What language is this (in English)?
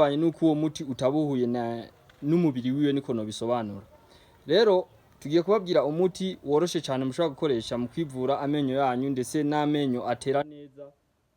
Rundi